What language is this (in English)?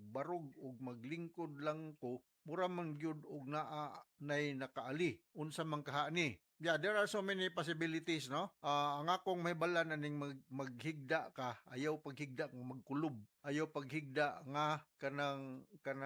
Cebuano